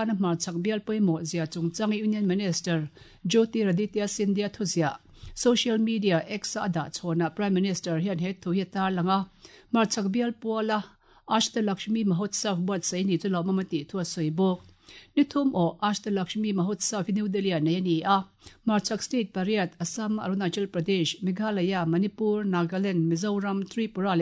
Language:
Mizo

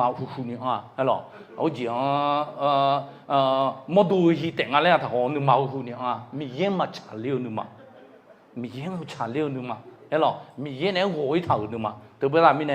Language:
Akha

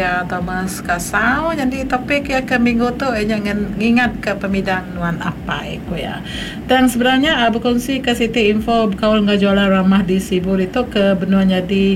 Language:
Malay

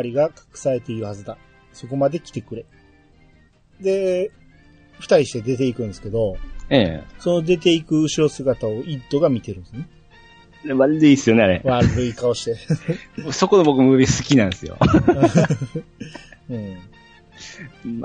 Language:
Japanese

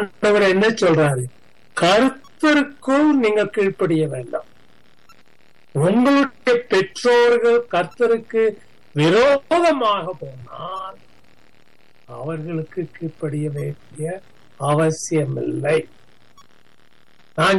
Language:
Tamil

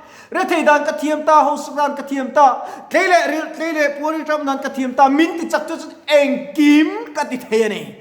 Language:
Mizo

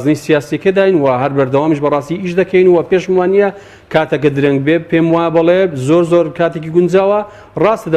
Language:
Central Kurdish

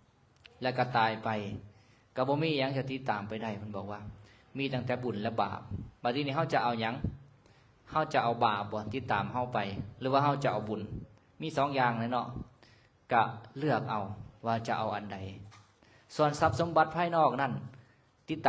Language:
Lao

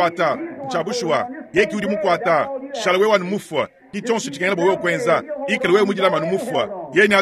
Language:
Luba-Lulua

